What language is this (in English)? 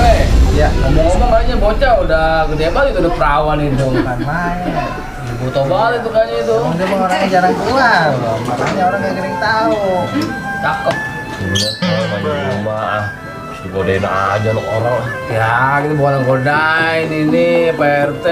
Betawi